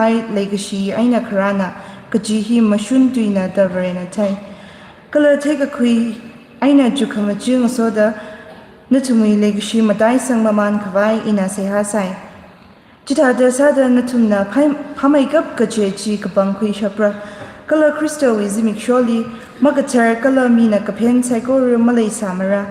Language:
Tangkhul Naga (India)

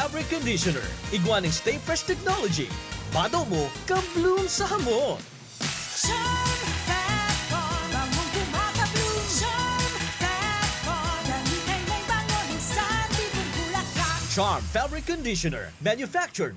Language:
Bikol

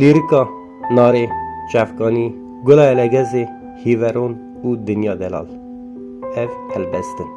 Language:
Kurdish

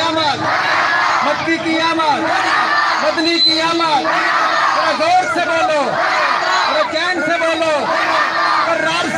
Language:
Saraiki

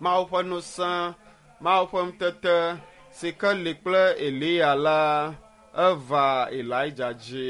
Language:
Ewe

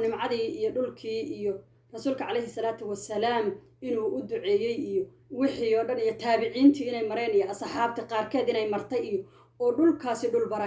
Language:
Somali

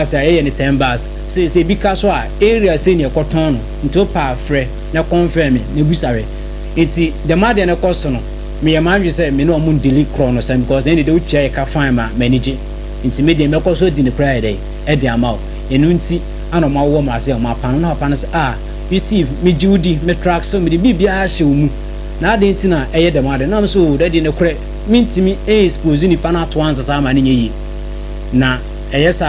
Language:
Akan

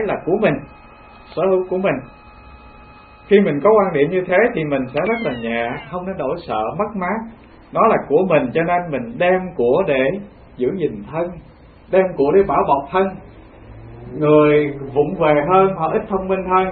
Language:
Vietnamese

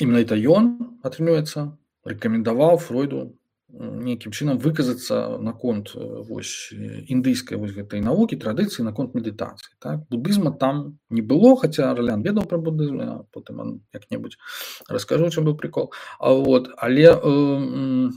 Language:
Belarusian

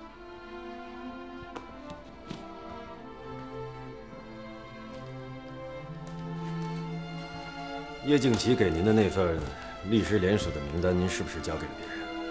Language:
Chinese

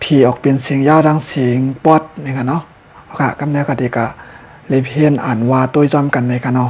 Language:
Shan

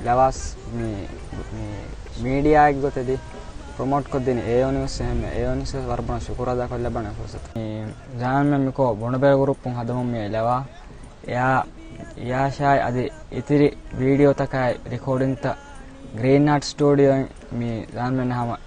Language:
Divehi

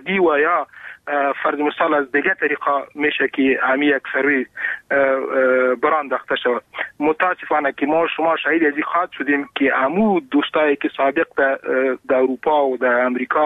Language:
Persian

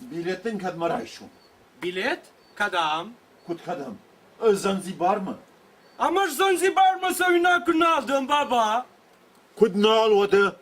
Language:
Ossetic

